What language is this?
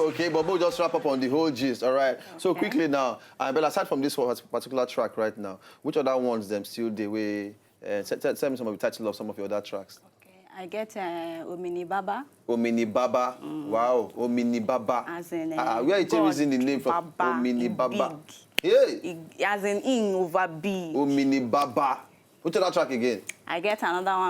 Nigerian Pidgin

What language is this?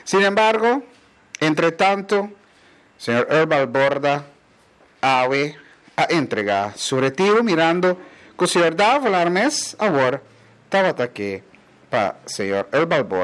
Papiamento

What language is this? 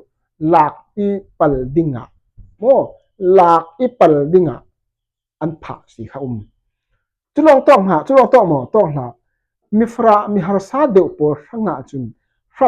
Falam Chin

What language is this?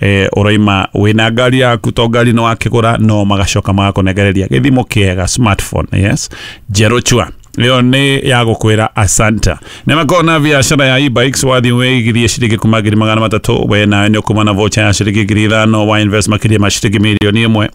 Kikuyu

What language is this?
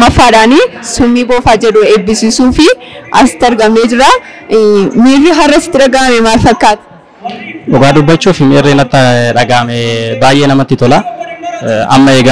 Oromo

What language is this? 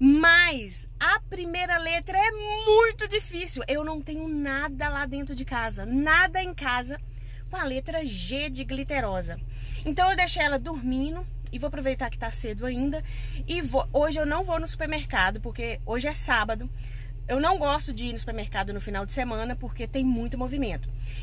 Portuguese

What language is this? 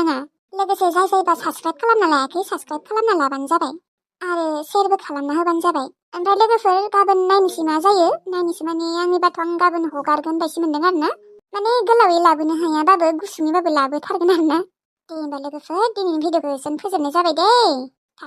Bodo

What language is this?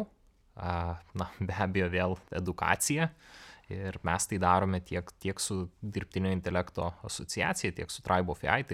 Lithuanian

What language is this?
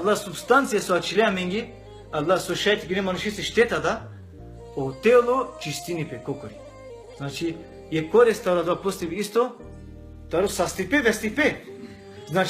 Balkan Romani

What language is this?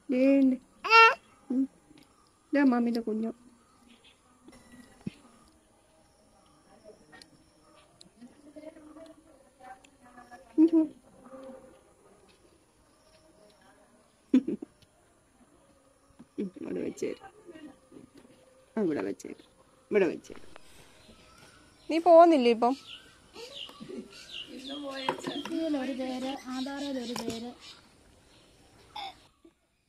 Malayalam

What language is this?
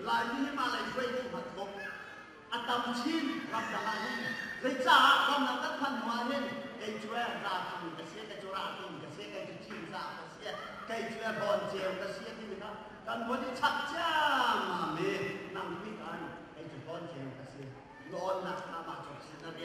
Hakha Chin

